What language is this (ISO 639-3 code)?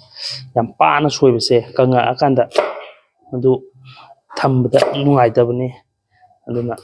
mni